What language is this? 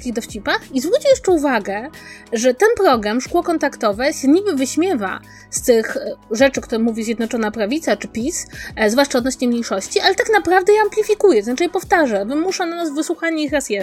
Polish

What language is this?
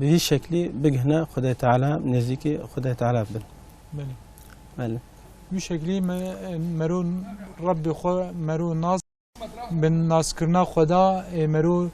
Kurdish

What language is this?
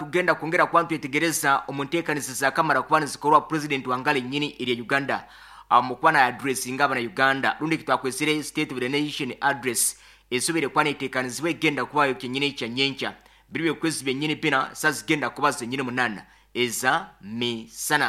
Nyoro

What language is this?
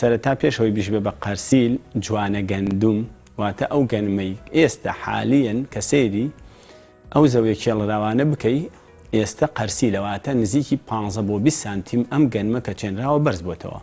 Central Kurdish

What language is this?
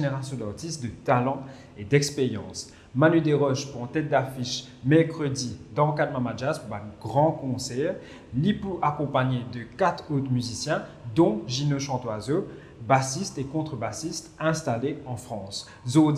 Morisyen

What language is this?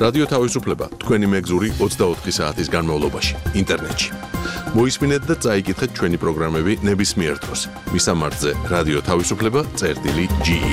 Georgian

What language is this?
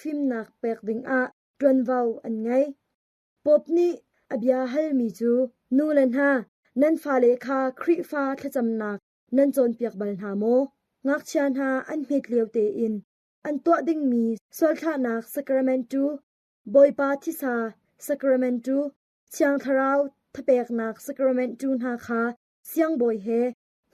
Hakha Chin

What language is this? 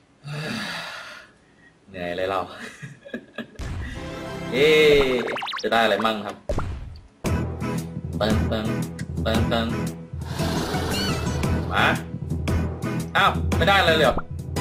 Thai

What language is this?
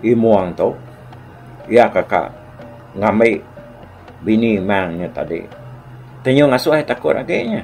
Iban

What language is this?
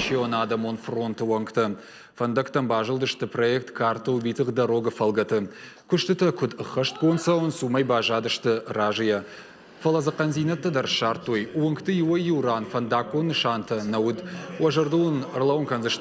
Ossetic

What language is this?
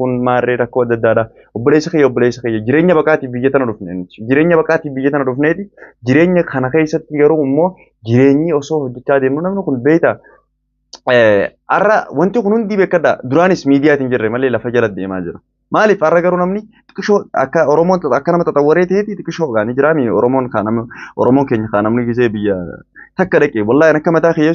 Oromo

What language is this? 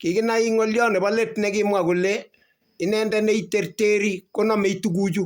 Kalenjin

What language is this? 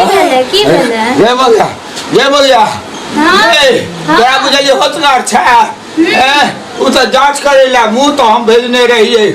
Maithili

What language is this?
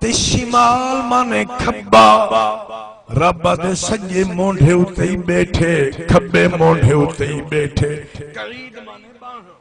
Saraiki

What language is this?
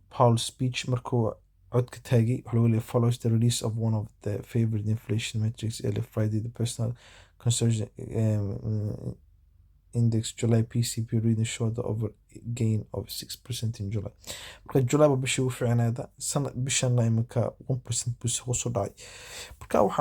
Somali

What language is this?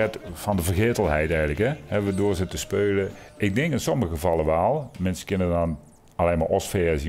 Limburgish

